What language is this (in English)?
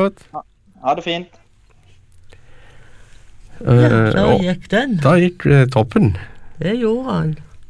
Norwegian